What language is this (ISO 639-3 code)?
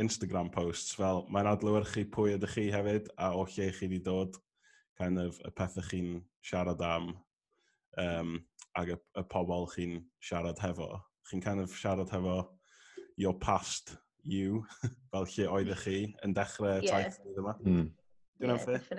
cym